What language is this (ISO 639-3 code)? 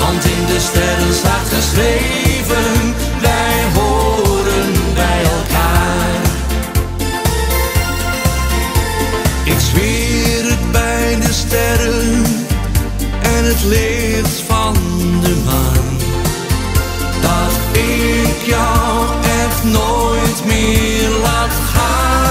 nld